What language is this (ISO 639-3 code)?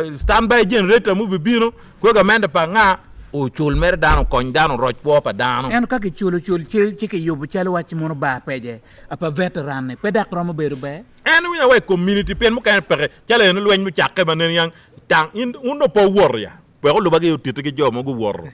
ach